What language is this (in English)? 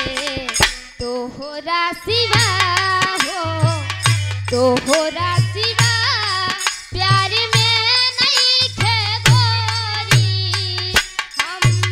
Bhojpuri